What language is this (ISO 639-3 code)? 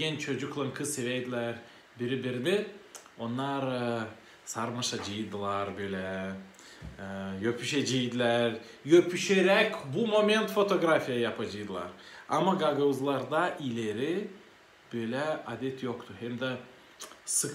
gag